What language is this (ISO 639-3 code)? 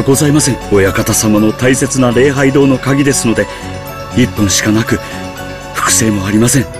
jpn